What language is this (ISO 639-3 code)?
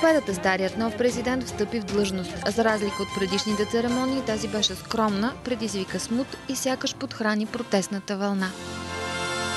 bul